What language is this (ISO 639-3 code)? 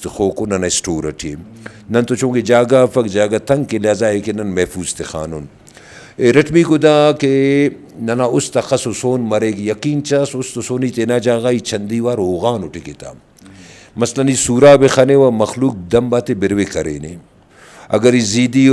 brh